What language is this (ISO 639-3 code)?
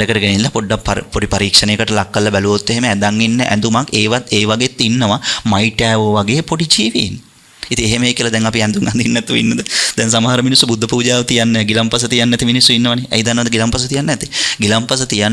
sin